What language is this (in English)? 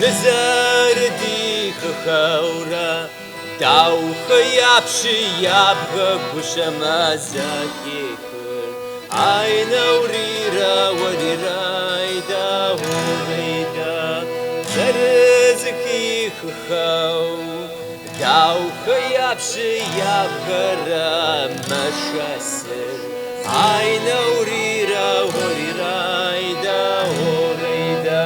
Kabardian